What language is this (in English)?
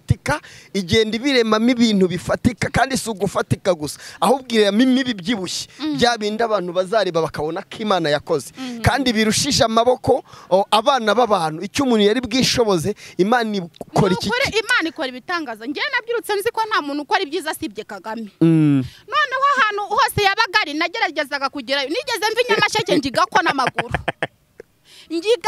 Kinyarwanda